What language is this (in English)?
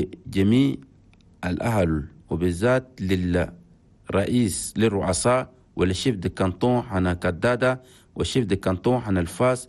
Chadian Arabic